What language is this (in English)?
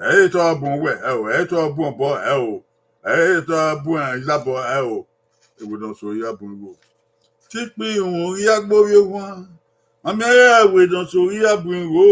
Bini